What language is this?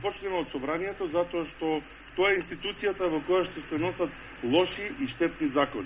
Macedonian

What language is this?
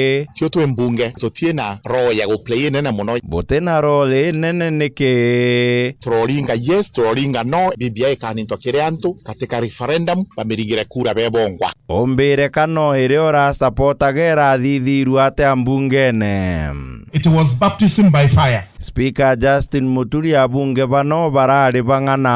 Meru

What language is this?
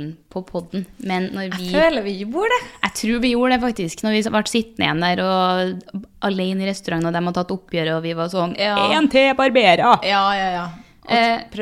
Norwegian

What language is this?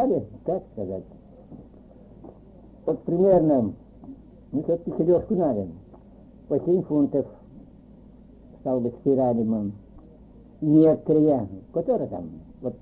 Russian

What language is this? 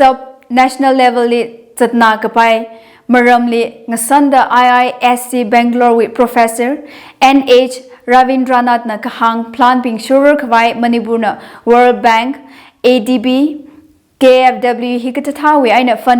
Tangkhul Naga (India)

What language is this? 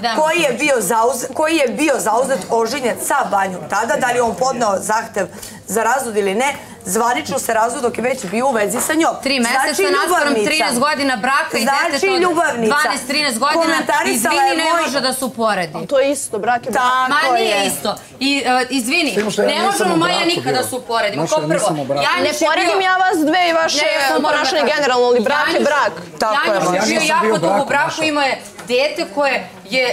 Serbian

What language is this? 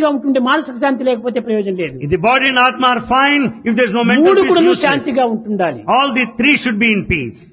Telugu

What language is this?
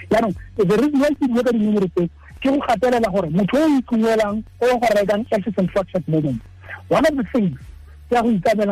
Tswana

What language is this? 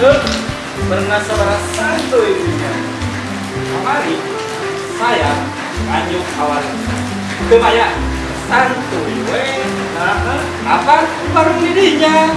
Sundanese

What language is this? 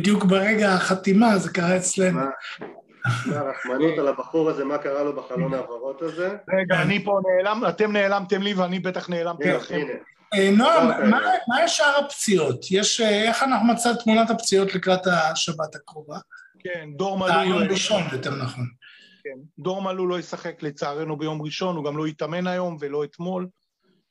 Hebrew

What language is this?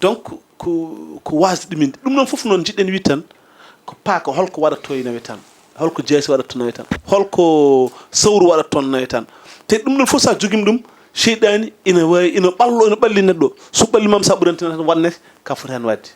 Fula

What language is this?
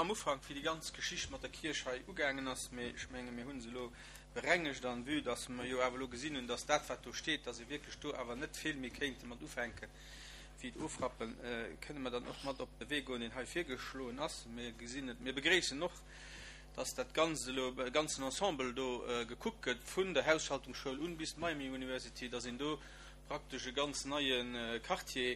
Luxembourgish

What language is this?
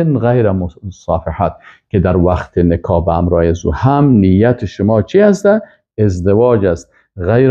Persian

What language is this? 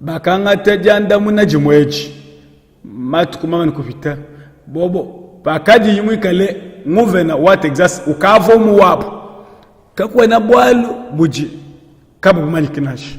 Luba-Lulua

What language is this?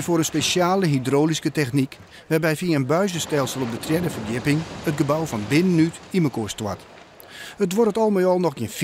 Western Frisian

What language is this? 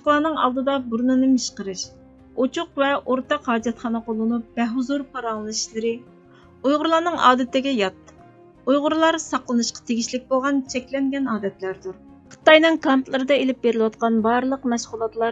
Uyghur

